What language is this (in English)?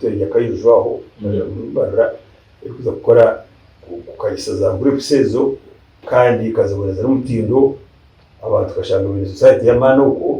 Nyankole